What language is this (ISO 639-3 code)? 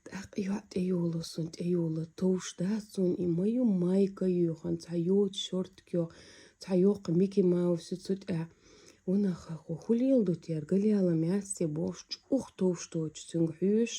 che